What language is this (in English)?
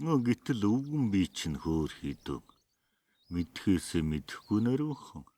Mongolian